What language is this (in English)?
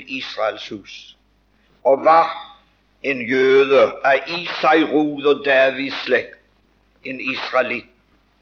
Norwegian